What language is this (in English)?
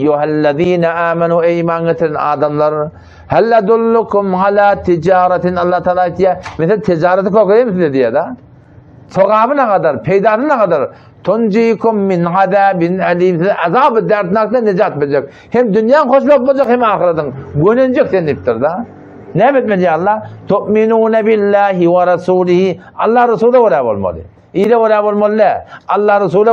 Turkmen